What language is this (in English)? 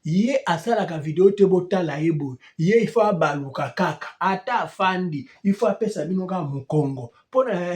Lingala